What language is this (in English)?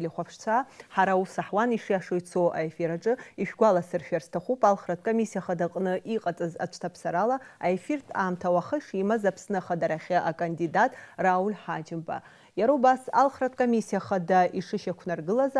Abkhazian